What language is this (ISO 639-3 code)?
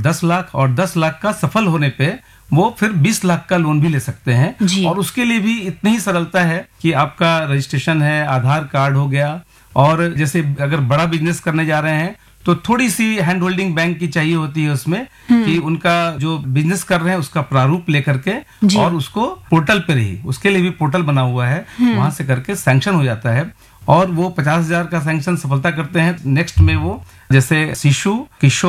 hin